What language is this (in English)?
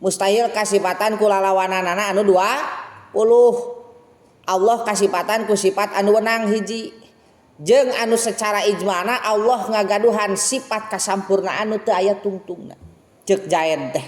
Sundanese